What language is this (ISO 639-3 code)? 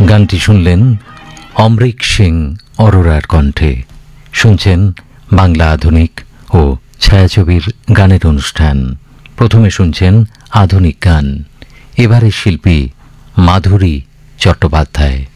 ben